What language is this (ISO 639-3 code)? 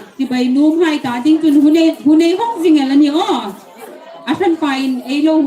hmr